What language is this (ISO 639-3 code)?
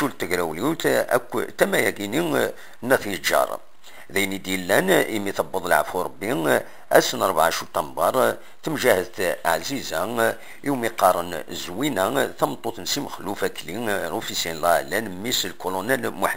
kab